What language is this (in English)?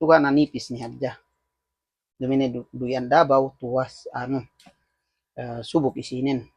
Yakan